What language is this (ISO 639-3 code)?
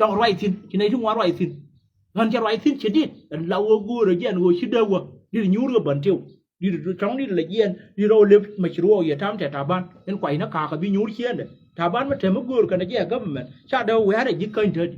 nus